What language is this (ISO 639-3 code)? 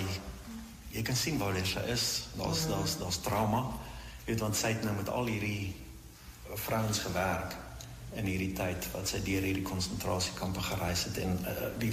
afr